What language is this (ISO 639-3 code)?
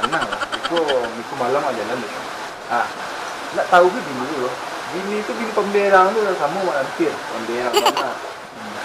min